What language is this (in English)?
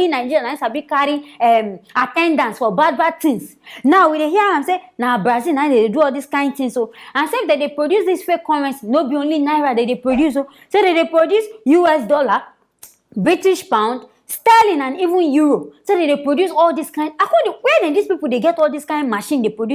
Nigerian Pidgin